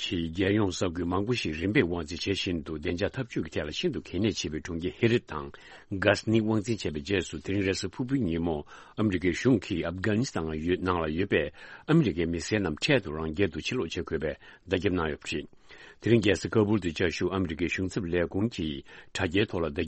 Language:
Tibetan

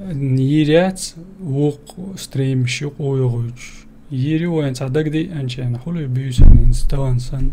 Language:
Chechen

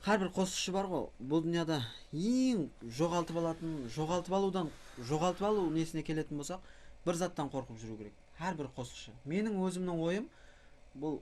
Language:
Kara-Kalpak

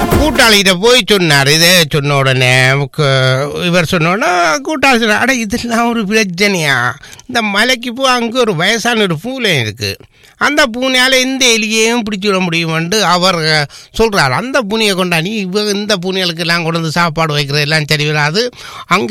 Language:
Tamil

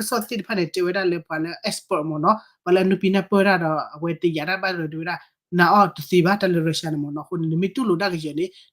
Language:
S'gaw Karen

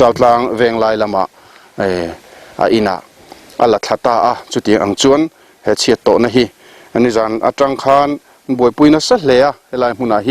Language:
Mizo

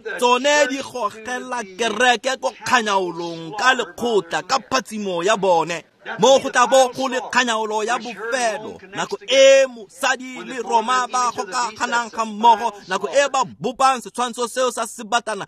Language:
Tswana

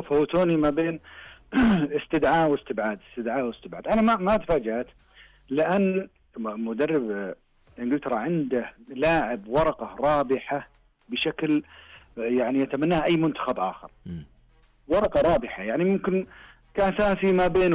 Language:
Najdi Arabic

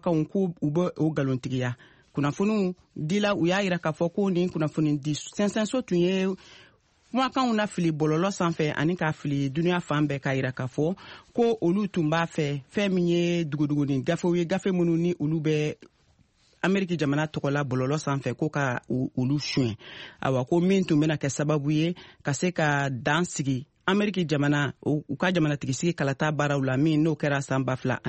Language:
Bambara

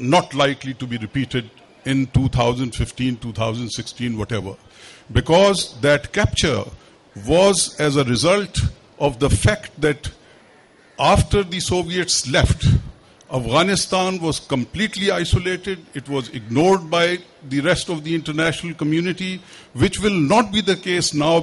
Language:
English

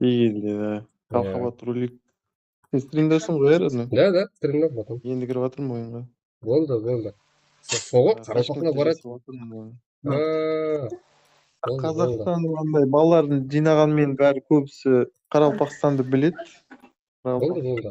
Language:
Kara-Kalpak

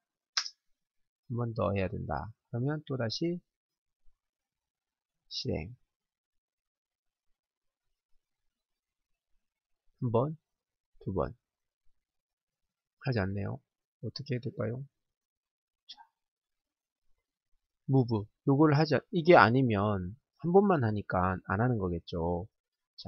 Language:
Korean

